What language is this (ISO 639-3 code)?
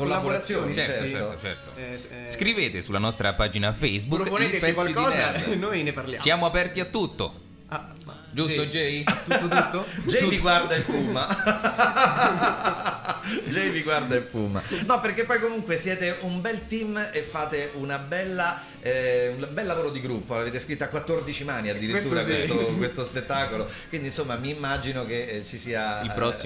ita